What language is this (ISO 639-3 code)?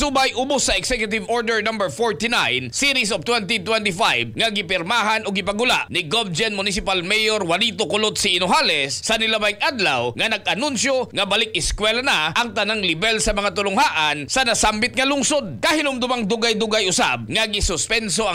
ceb